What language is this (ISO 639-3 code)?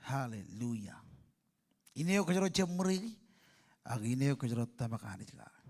mah